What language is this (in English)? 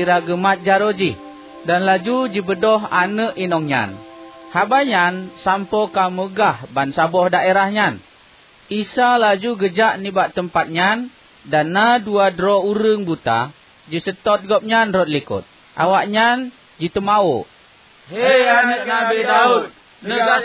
Achinese